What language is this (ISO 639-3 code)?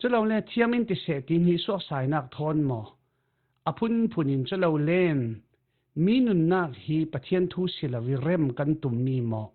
cfm